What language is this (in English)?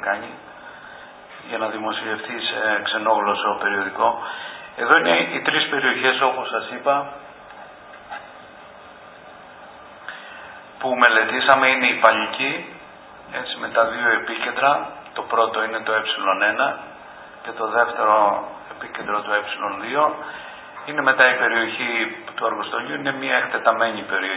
Greek